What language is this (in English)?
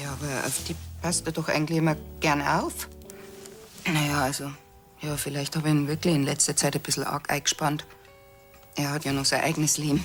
Bavarian